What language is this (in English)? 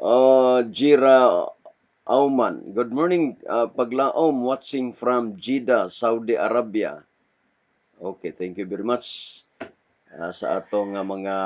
Cebuano